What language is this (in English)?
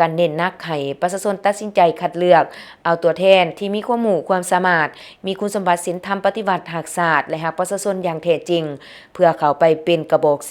Lao